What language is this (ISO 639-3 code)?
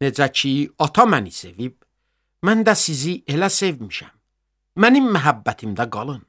aze